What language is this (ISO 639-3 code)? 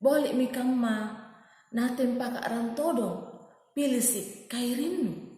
mak